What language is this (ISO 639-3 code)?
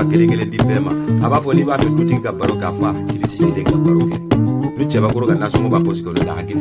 bam